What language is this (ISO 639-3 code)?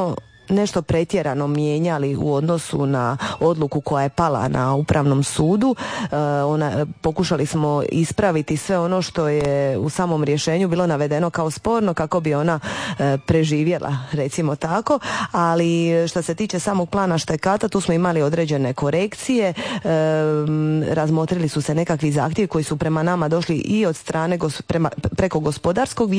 hrv